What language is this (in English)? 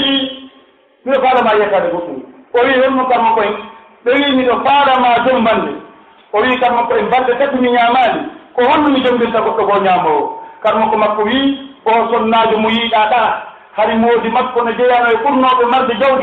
Pular